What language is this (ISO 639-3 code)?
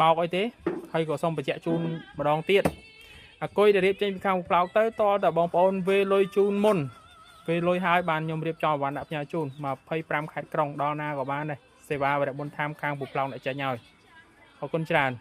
khm